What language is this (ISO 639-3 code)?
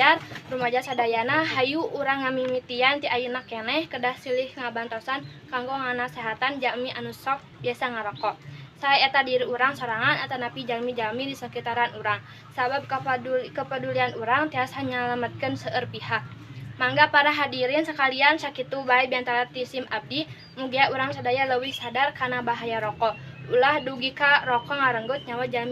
sun